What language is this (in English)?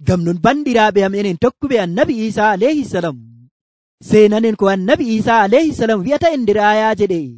Nigerian Fulfulde